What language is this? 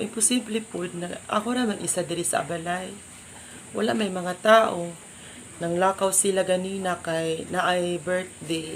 Cebuano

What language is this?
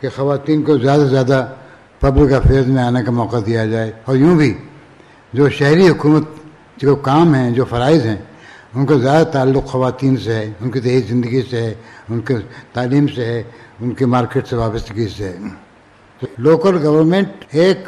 Urdu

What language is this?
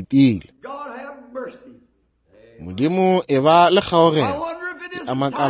Northern Sotho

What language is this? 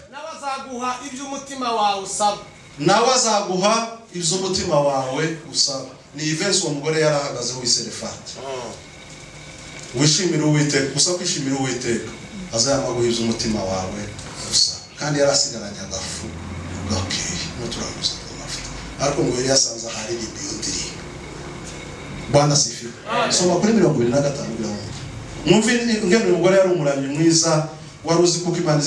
Kinyarwanda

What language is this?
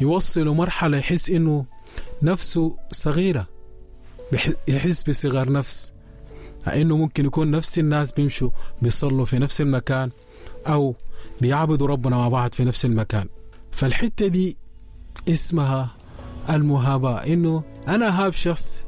Sudanese Arabic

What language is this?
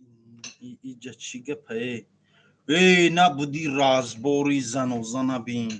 Tajik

